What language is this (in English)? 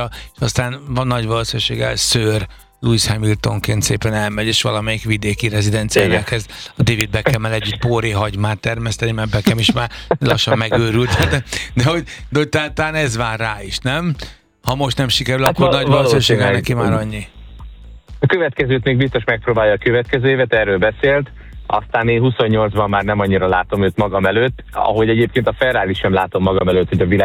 Hungarian